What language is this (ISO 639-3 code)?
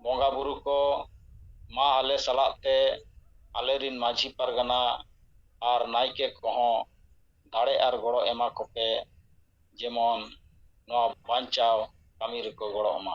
sat